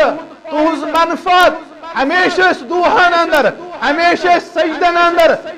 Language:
Kashmiri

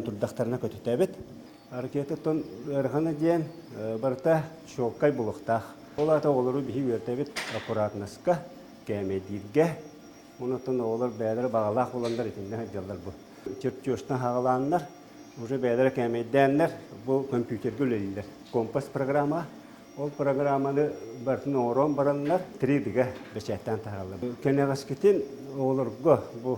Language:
Yakut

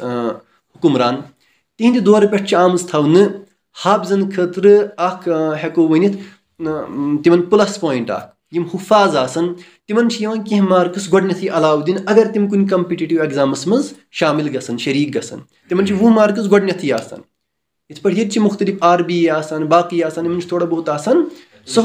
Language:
Kashmiri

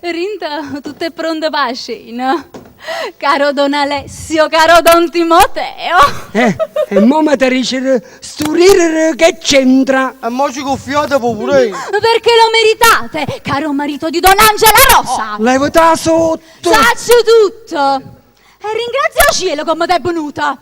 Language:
Neapolitan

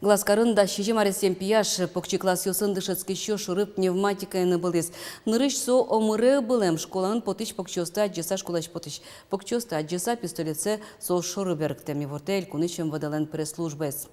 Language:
Udmurt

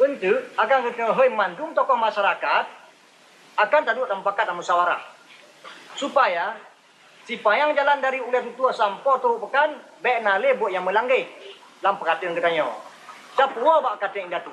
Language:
Achinese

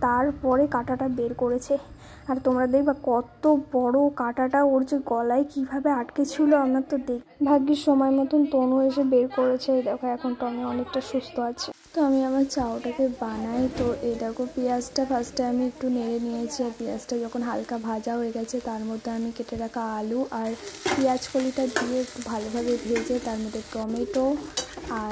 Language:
Bangla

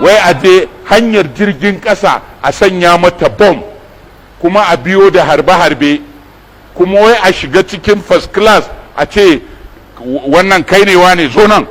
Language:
Hausa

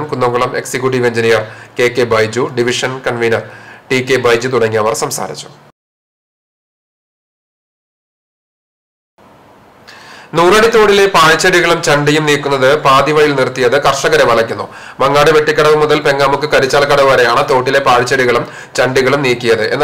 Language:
Malayalam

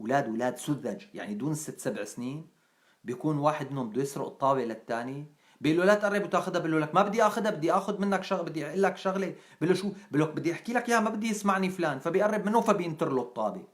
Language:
North Levantine Arabic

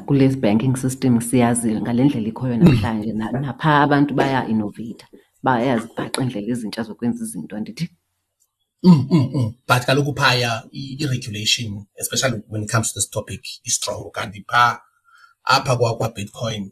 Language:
Xhosa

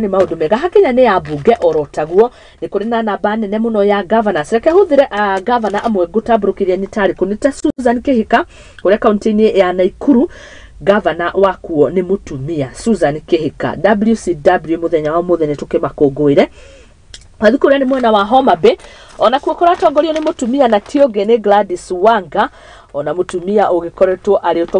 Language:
Kikuyu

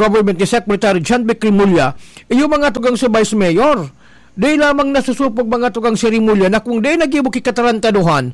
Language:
Bikol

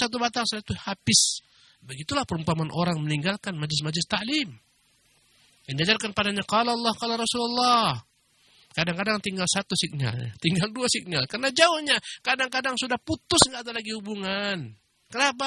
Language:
Indonesian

